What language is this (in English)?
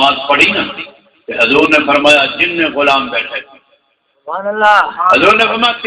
Saraiki